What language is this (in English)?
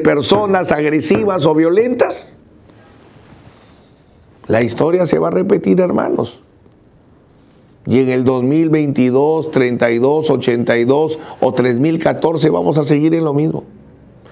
Spanish